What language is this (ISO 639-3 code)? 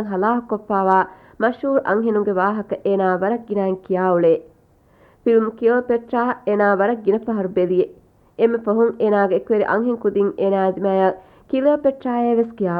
div